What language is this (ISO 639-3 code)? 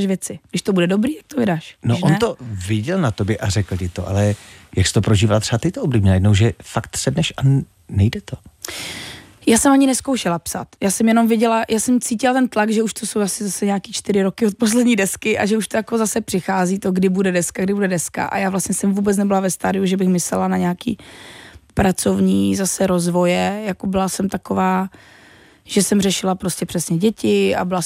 ces